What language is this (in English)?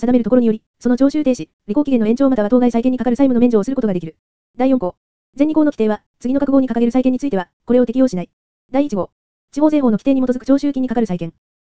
Japanese